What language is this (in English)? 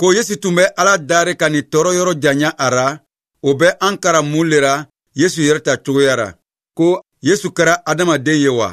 Bambara